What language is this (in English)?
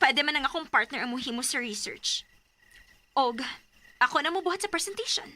Cebuano